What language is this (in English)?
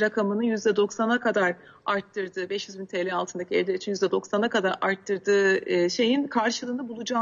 Turkish